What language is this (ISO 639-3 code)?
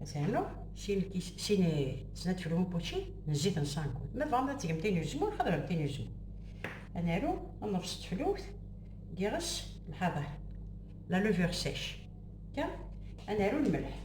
kab